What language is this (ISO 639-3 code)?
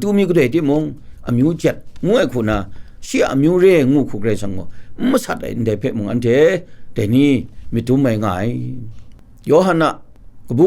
kac